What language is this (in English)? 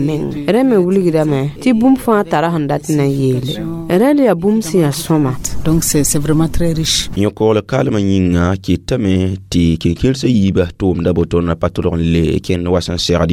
Mossi